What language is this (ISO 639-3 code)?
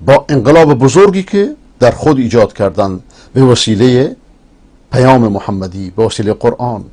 fas